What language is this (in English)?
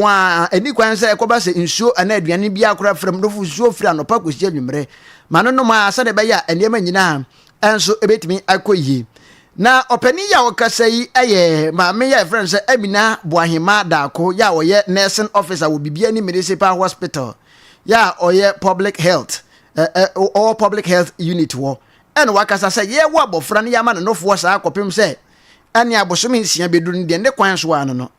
Akan